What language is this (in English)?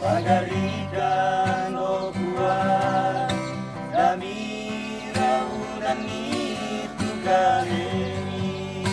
Toraja-Sa'dan